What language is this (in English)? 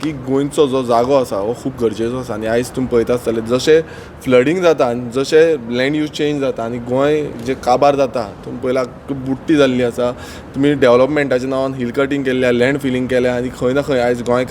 Konkani